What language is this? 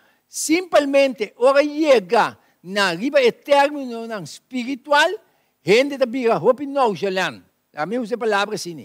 Papiamento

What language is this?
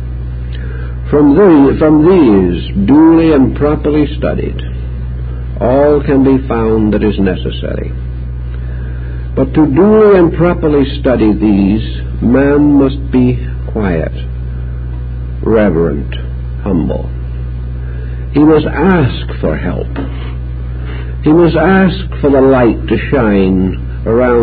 English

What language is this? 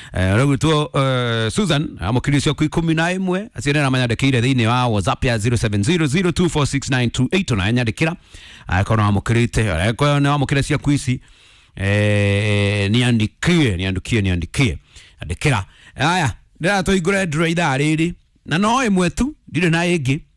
Kikuyu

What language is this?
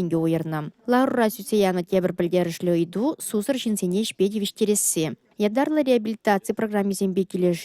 Chuvash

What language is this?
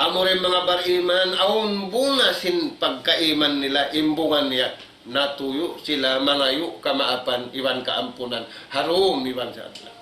Tausug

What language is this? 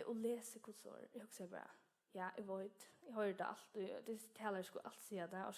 Faroese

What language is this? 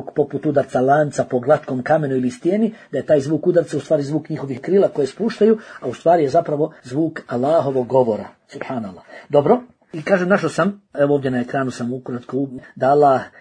Bosnian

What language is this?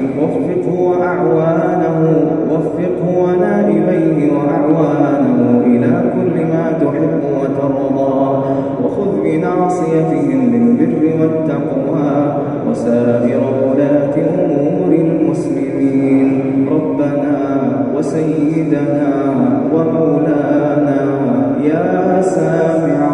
Arabic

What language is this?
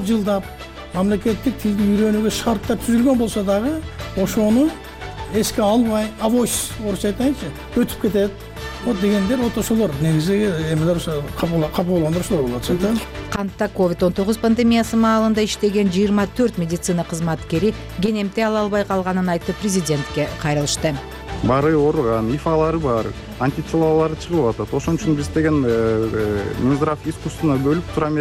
Kyrgyz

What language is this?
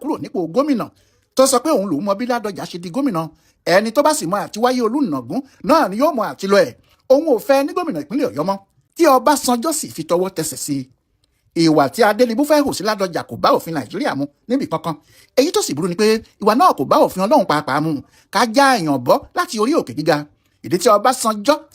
Yoruba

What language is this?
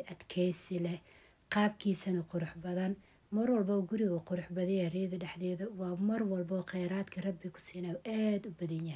Somali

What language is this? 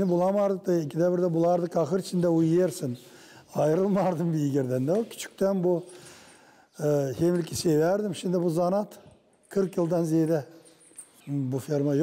Gagauz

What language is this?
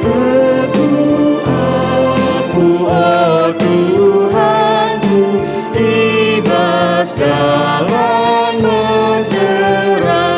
Batak Karo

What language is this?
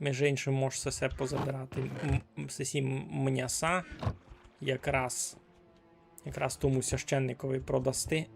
Rusyn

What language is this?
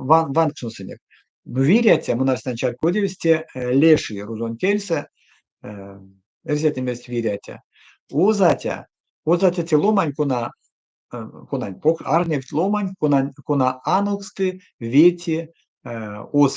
Erzya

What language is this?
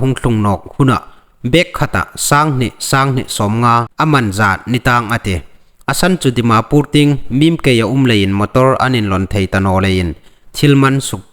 Hmar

